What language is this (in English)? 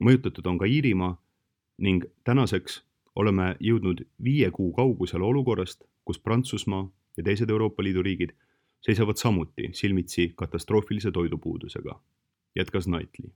Estonian